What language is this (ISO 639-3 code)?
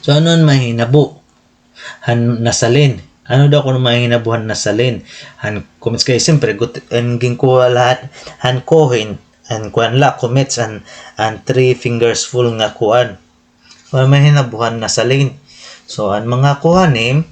war